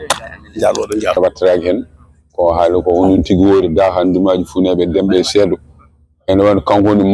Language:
Fula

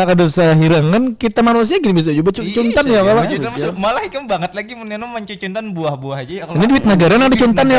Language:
Banjar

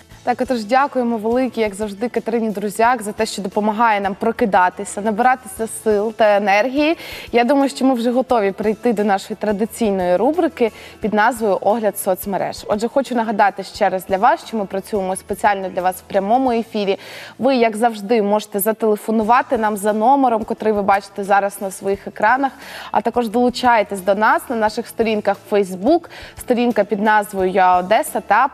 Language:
Ukrainian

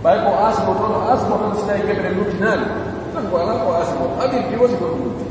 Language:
Pular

